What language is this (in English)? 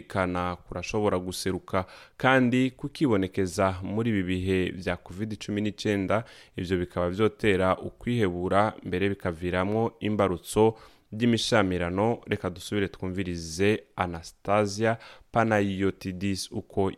Rundi